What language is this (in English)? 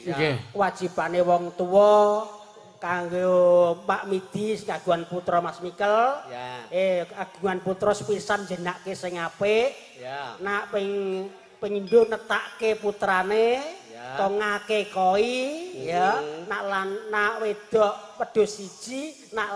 Javanese